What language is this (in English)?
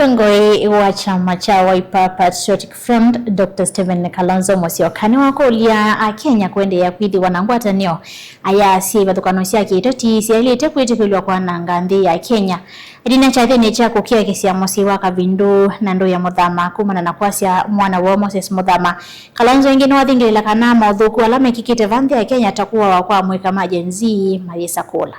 Kamba